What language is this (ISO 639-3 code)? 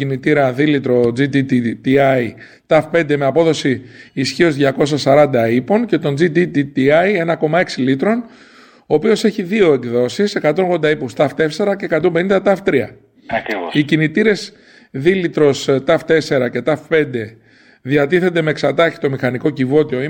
ell